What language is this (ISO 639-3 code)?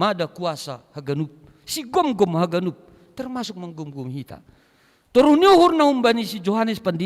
bts